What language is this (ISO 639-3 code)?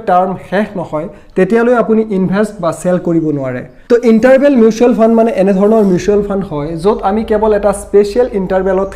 asm